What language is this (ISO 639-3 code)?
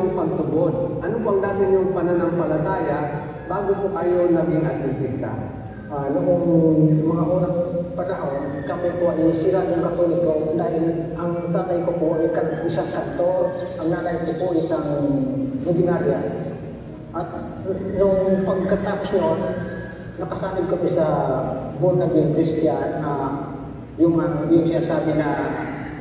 fil